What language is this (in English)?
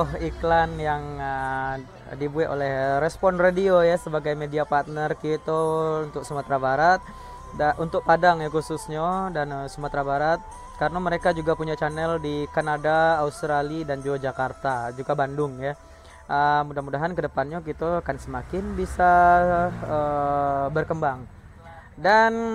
Minangkabau